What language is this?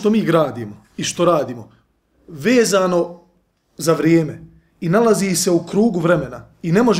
Bosnian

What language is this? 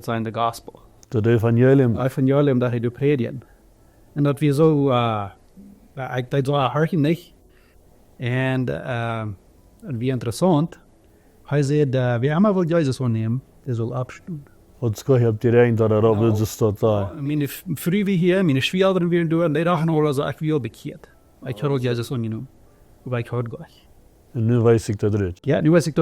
Plautdietsch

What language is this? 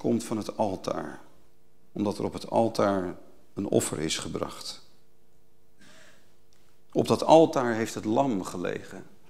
Dutch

